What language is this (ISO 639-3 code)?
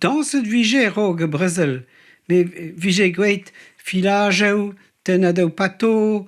bre